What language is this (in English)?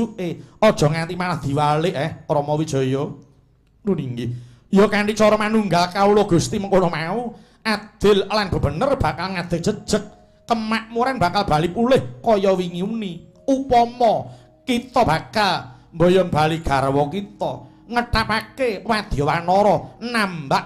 Javanese